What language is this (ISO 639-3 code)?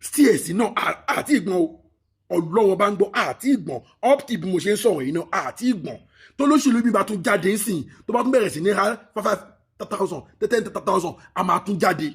yor